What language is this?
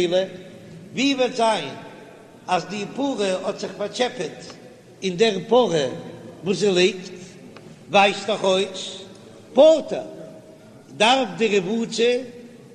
Yiddish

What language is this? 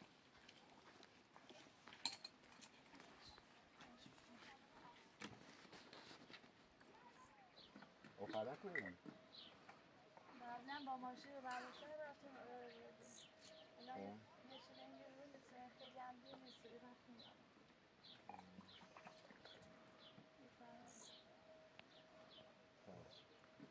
Persian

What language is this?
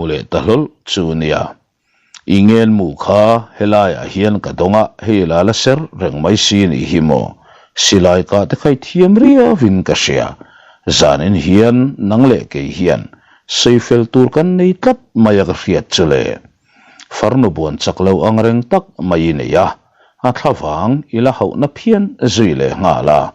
Mizo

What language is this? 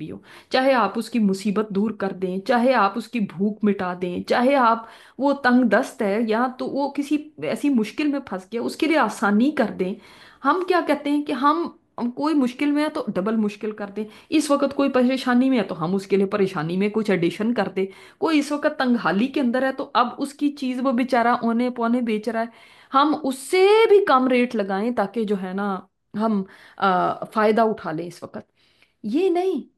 Urdu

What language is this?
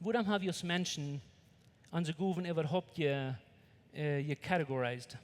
Plautdietsch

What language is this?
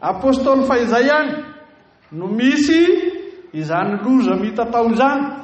Malagasy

